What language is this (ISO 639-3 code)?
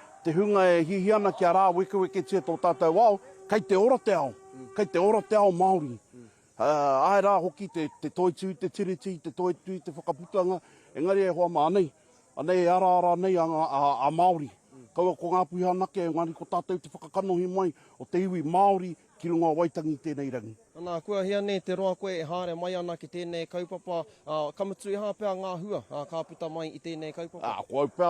mri